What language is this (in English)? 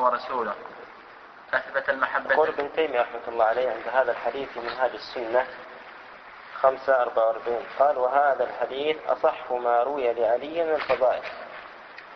Arabic